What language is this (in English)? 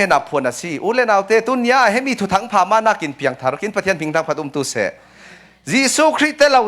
Falam Chin